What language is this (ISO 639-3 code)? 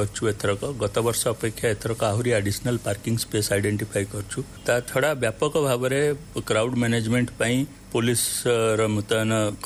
ori